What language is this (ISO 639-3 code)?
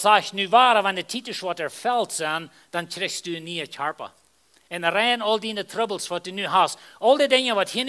pdt